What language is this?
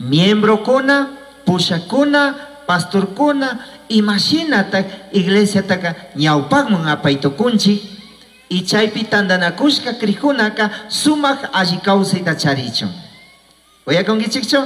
Chimborazo Highland Quichua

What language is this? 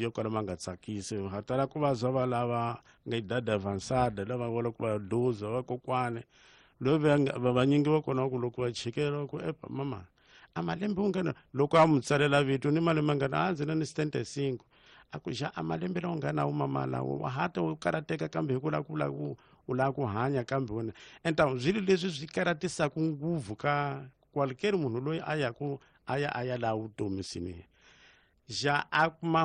Tsonga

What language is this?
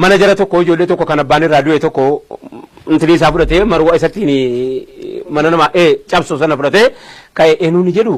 Oromo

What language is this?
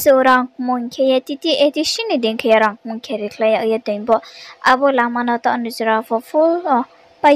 Riang (India)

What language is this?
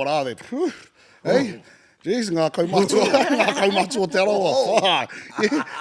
Māori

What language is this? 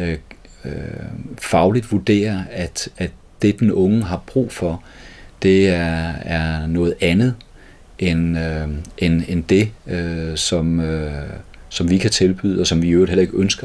Danish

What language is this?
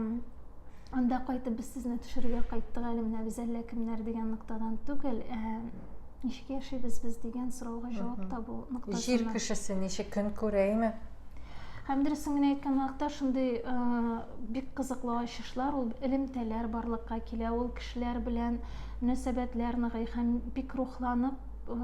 Tatar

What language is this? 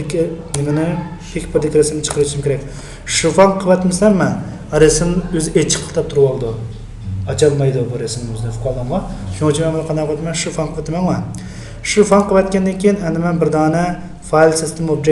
Uyghur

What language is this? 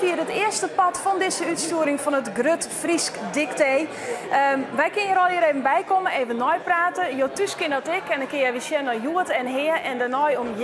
Western Frisian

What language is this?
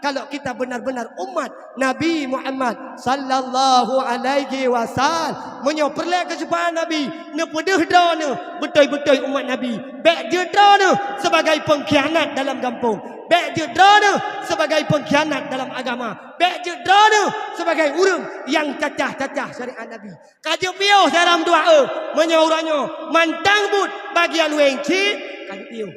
Achinese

